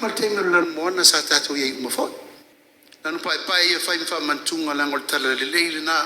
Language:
Samoan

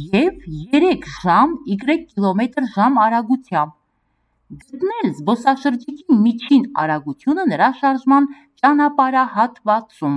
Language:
Armenian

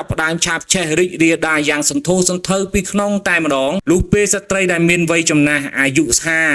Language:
Khmer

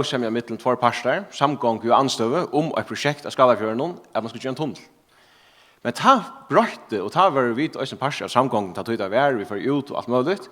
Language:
Faroese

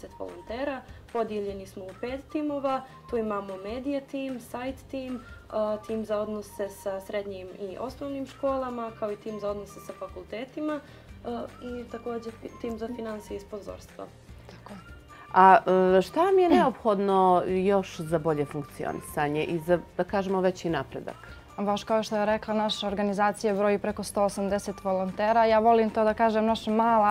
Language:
Bosnian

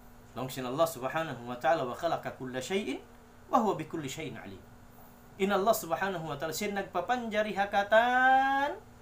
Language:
Tausug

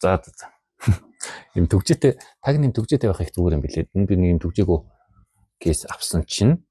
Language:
Mongolian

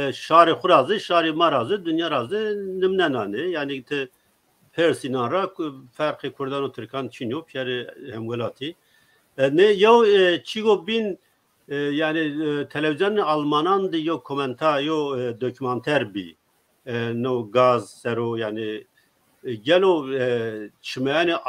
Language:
Zaza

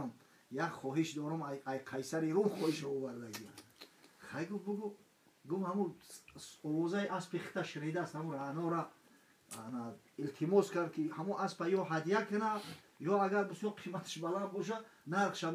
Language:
Tajik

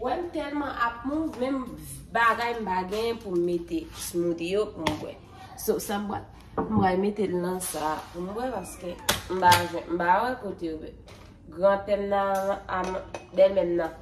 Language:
Haitian Creole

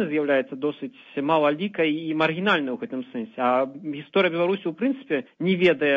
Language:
Belarusian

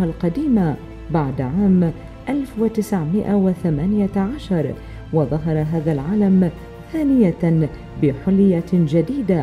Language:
Arabic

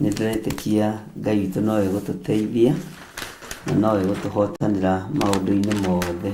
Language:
Kikuyu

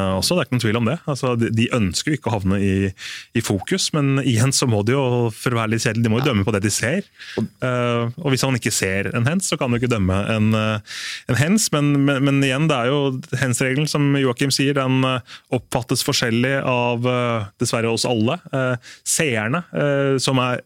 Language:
Norwegian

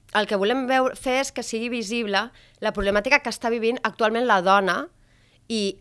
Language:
Catalan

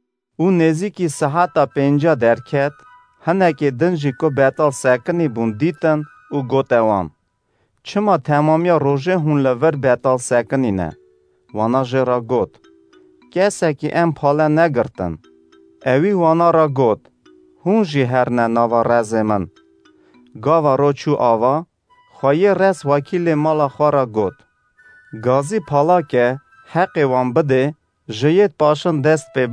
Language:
Kurdish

